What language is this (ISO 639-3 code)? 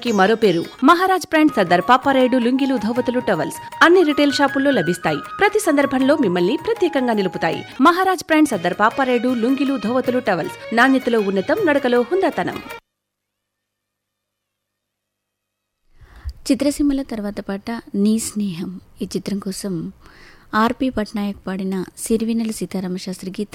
tel